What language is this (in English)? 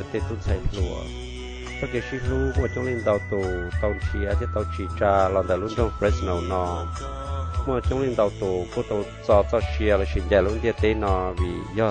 Hmong